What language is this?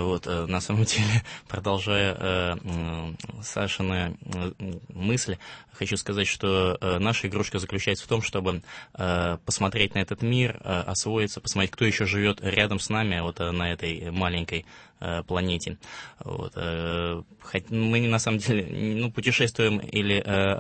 Russian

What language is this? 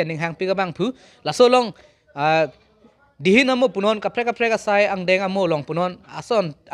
Karbi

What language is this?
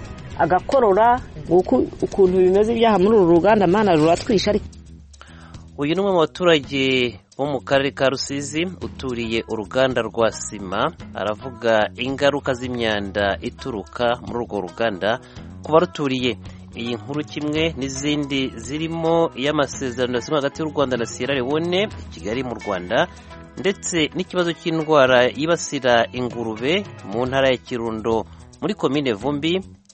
Kinyarwanda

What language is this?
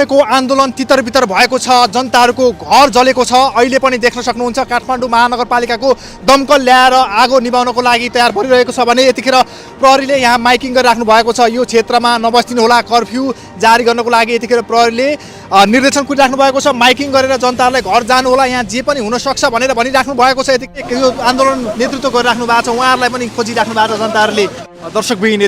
Nepali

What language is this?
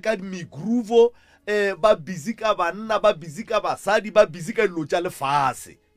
Northern Sotho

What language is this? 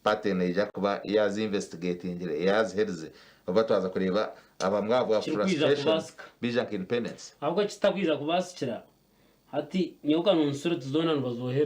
Nyankole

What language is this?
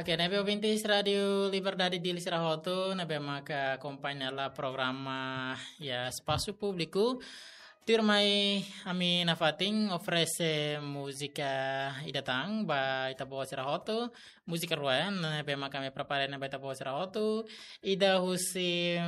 Tetum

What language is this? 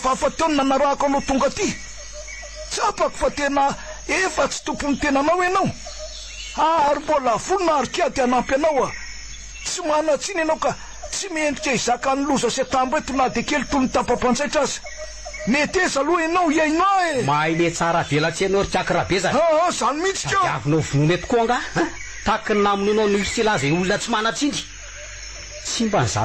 Malagasy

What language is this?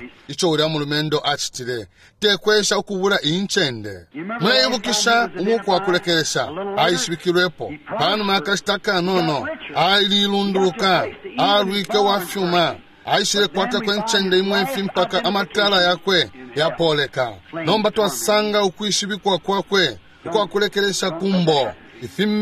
Bemba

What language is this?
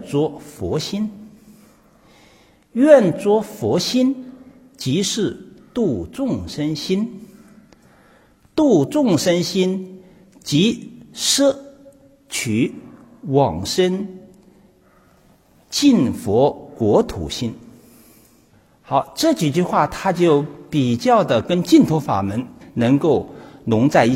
Chinese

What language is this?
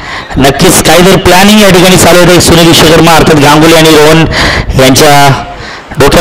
Marathi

